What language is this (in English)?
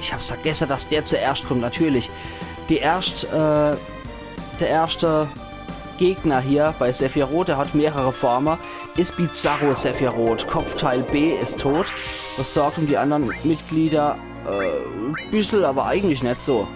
Palatine German